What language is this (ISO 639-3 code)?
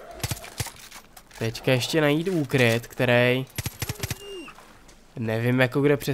ces